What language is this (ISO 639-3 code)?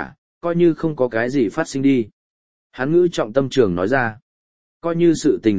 vie